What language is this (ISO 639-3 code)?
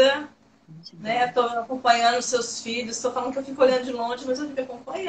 por